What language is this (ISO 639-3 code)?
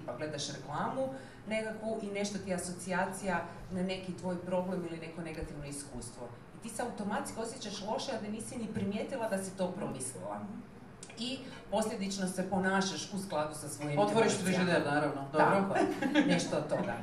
hrv